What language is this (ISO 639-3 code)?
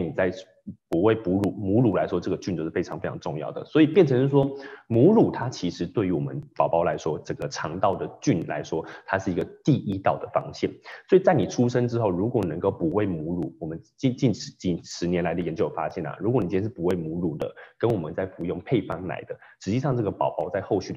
zho